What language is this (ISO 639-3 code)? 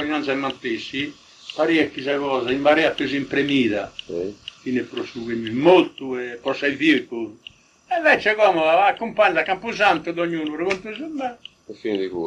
srd